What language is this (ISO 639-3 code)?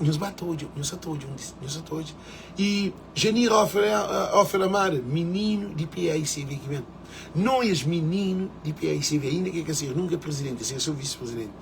kea